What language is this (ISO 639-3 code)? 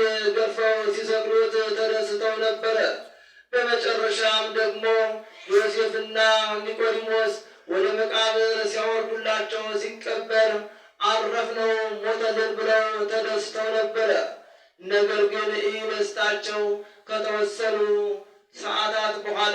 amh